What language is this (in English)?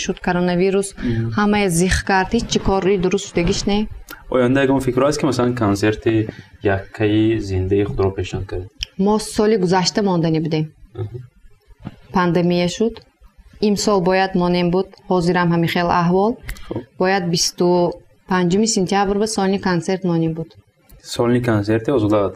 Tajik